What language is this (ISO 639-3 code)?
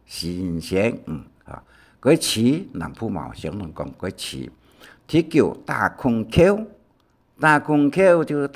hak